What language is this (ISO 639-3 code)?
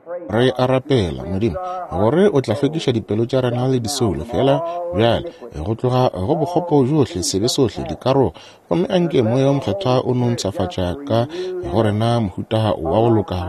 nso